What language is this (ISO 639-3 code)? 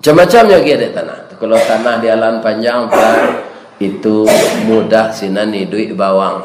min